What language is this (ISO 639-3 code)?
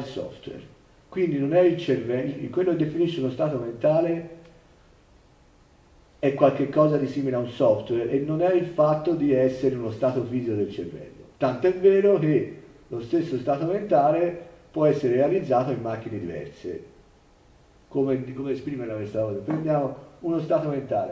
ita